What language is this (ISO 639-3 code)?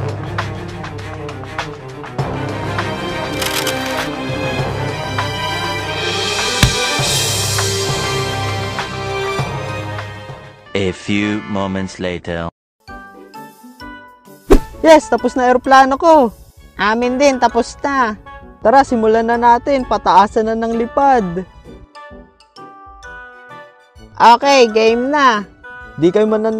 fil